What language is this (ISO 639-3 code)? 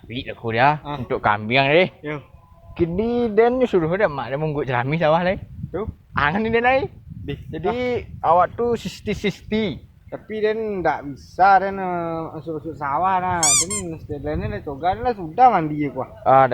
min